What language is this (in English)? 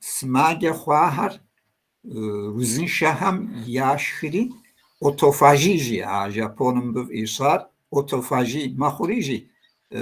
Kabardian